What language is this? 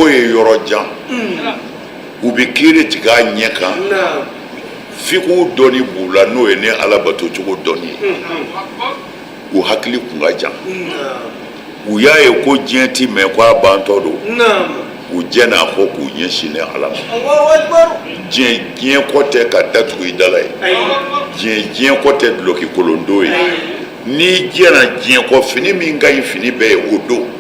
Bambara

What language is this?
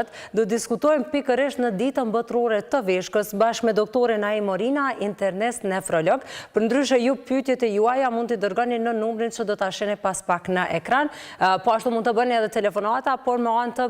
Albanian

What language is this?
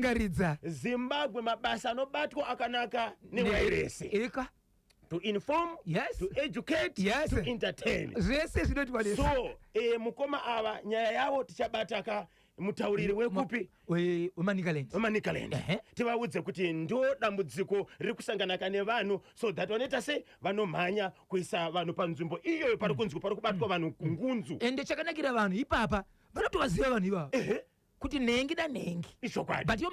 Shona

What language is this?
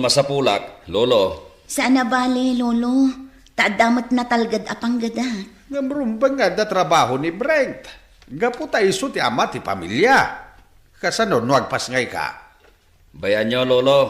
Iloko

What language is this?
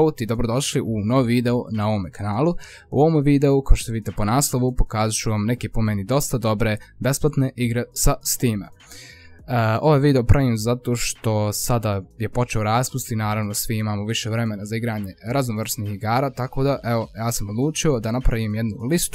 Croatian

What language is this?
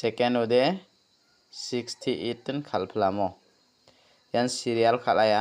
Garo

